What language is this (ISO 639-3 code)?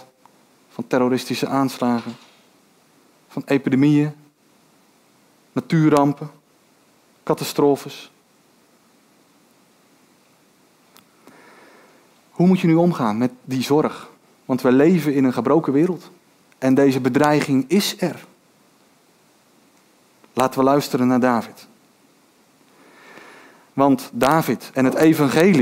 nld